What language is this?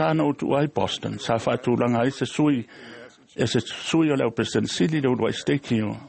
Samoan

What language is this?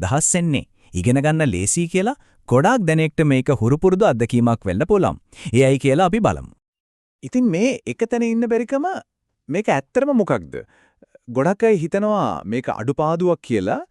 Sinhala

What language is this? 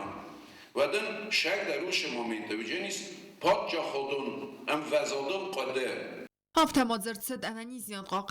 Ossetic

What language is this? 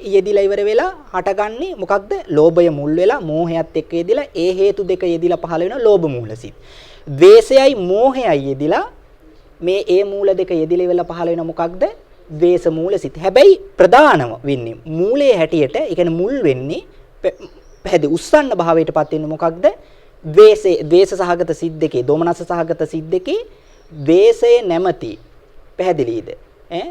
Sinhala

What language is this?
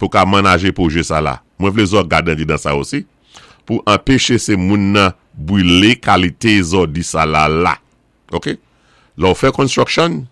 Saint Lucian Creole French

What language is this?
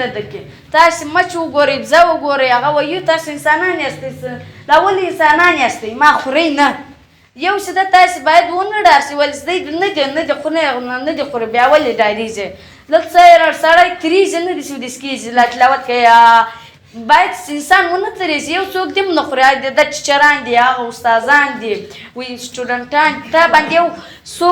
Pashto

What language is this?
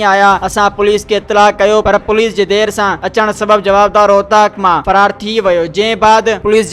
Sindhi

